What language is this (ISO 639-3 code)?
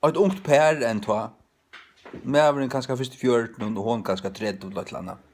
fao